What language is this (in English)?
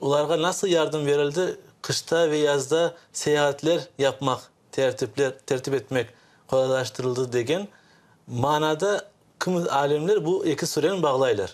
Crimean Tatar